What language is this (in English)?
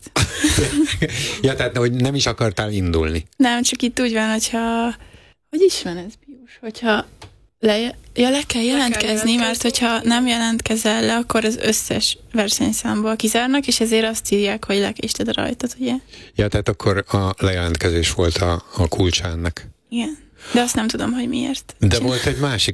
Hungarian